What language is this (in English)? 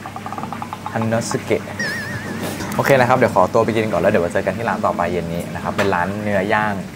Thai